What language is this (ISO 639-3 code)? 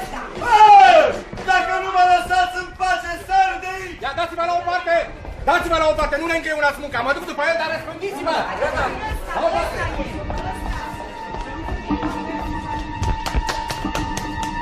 ron